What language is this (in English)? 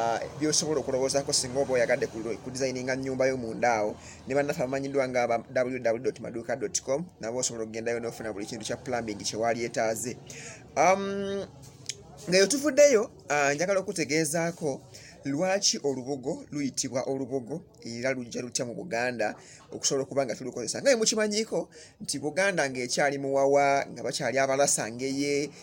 Ganda